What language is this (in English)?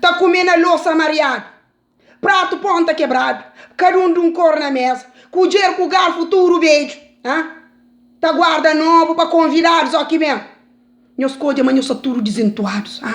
Kabuverdianu